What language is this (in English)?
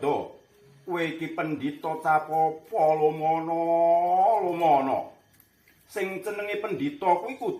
Javanese